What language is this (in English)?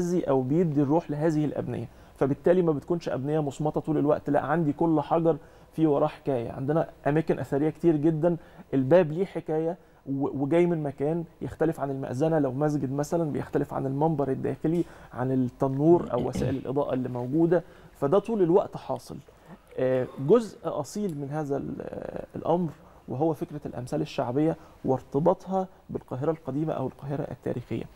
Egyptian Arabic